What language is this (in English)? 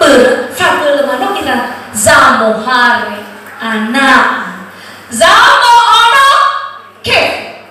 Nias